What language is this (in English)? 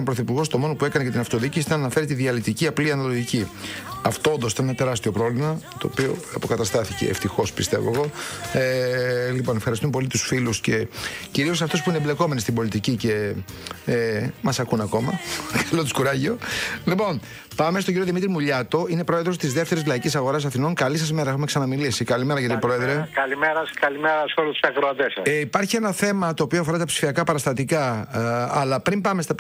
Greek